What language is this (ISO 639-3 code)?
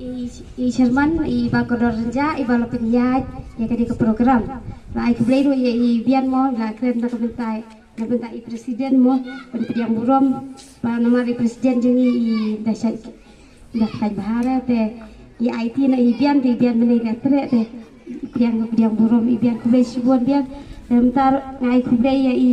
kha